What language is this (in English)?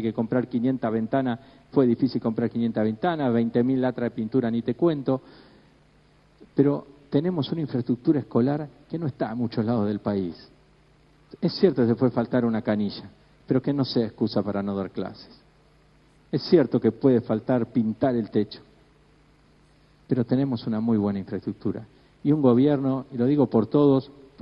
Spanish